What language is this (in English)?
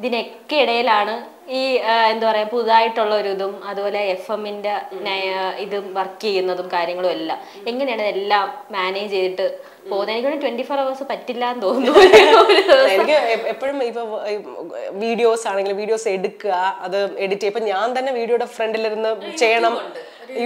Malayalam